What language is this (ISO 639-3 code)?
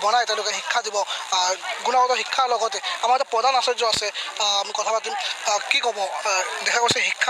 asm